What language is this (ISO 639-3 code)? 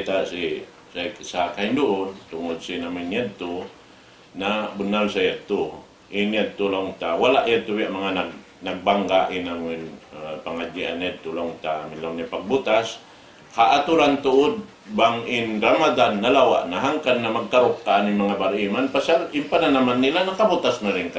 tsg